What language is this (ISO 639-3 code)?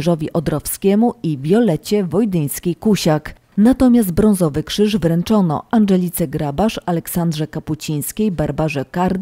pol